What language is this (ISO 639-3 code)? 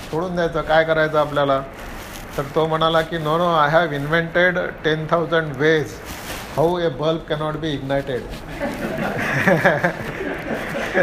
mar